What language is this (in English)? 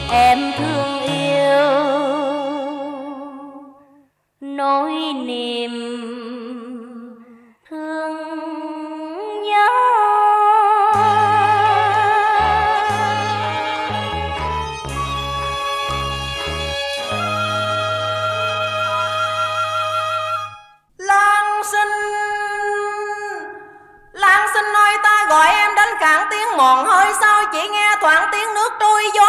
Vietnamese